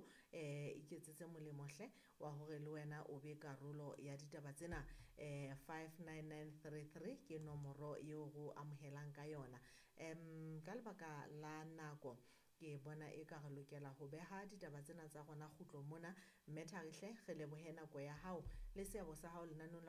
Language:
Southern Sotho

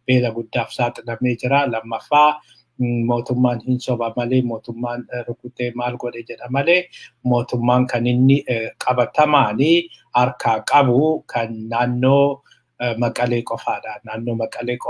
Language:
Oromo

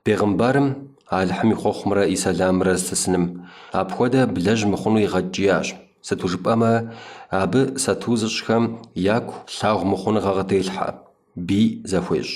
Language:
Kabardian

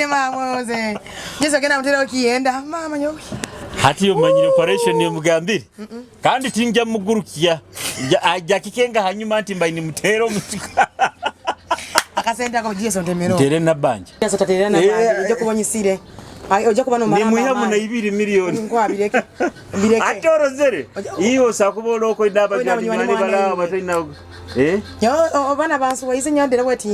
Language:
Nyoro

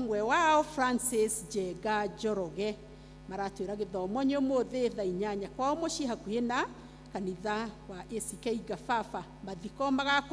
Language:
Kikuyu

